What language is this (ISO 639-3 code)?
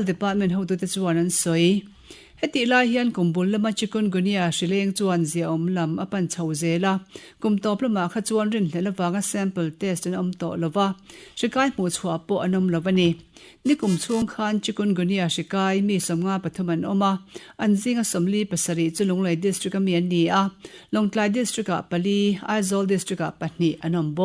lus